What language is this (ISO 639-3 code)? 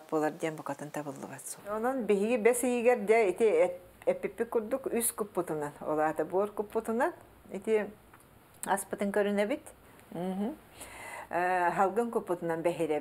sah